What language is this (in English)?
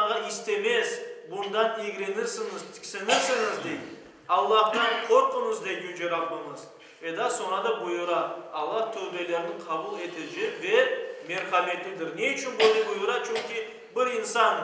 Crimean Tatar